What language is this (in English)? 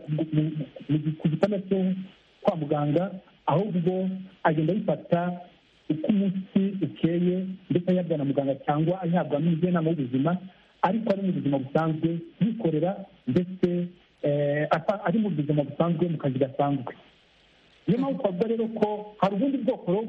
Kinyarwanda